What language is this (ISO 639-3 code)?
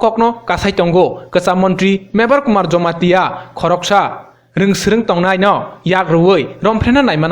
trp